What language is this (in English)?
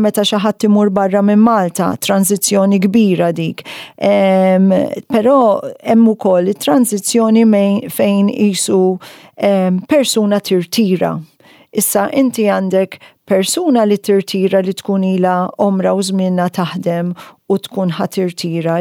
Maltese